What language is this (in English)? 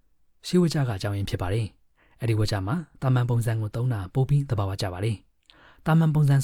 Burmese